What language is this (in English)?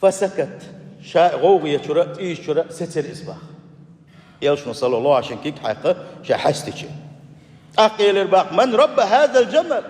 Chechen